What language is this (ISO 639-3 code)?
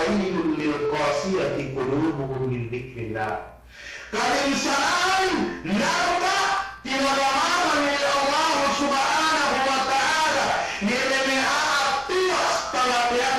yka